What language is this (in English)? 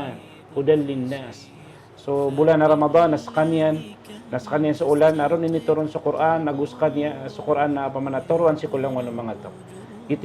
Maranao